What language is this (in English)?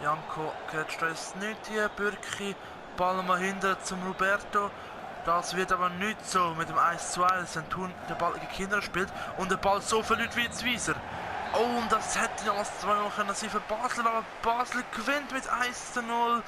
Swiss German